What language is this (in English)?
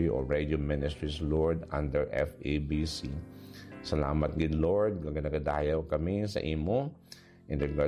Hiligaynon